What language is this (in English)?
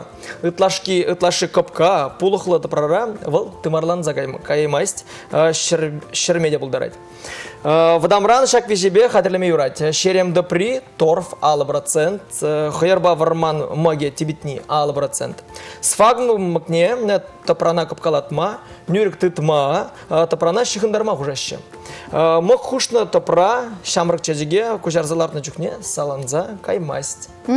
Chuvash